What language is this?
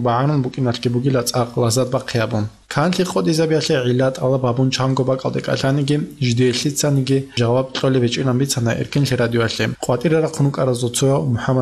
Avaric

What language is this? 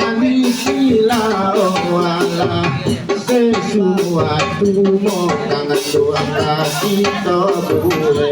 Minangkabau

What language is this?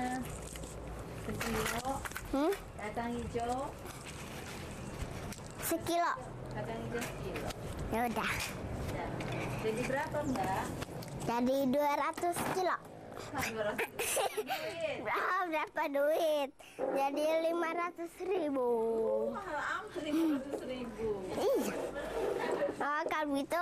Indonesian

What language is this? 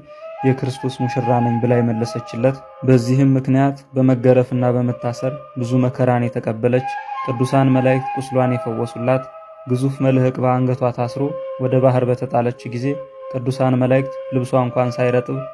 Amharic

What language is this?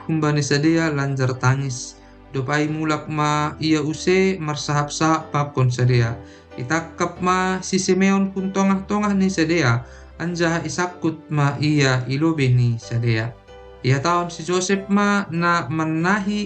Batak Simalungun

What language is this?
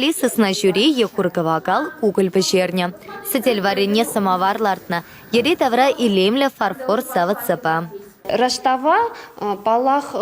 Chuvash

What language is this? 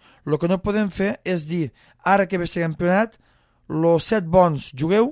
Catalan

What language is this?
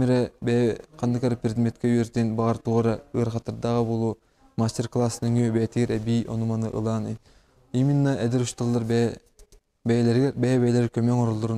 Yakut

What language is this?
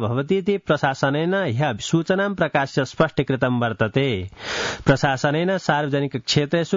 Sanskrit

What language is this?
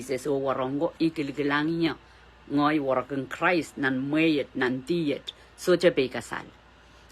Pohnpeian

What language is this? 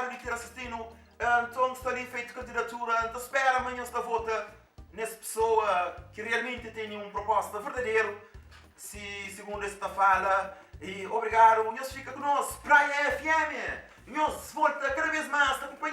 Kabuverdianu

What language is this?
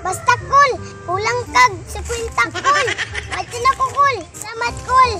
Cebuano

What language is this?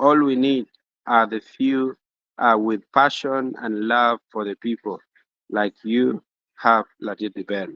Acoli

